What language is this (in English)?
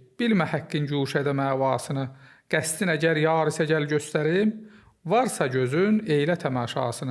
Azerbaijani